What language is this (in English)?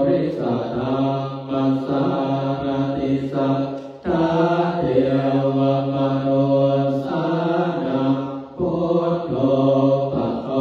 Pali